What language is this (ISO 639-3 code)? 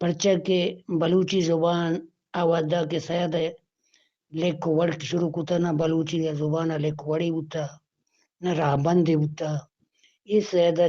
bgp